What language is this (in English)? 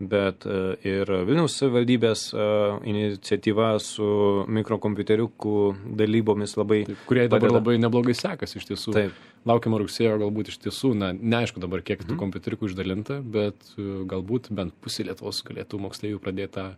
Lithuanian